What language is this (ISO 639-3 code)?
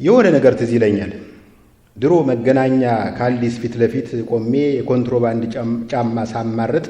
amh